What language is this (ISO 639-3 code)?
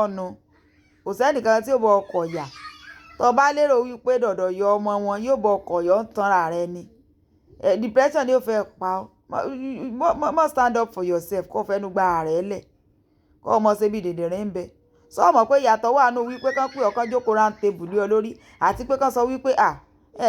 yor